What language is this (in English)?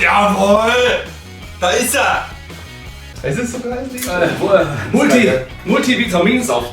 Bavarian